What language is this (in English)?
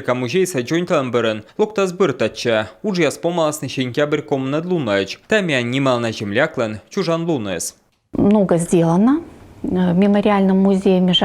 Komi